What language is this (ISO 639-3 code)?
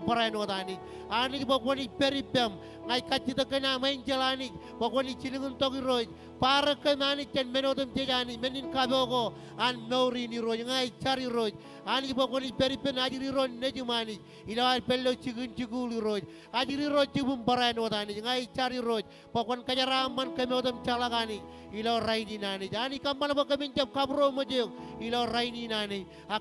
mah